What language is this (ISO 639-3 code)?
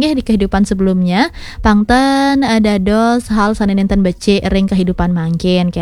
ban